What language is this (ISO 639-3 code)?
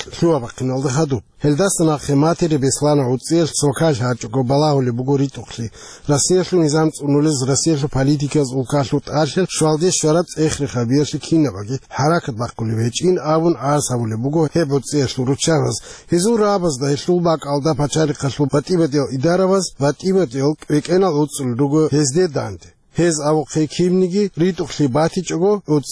ava